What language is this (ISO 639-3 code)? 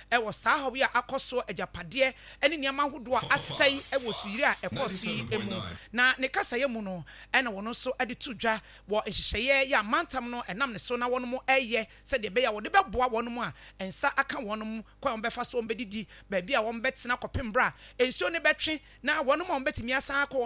aka